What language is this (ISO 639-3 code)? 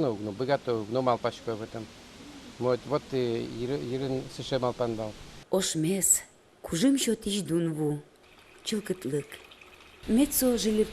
udm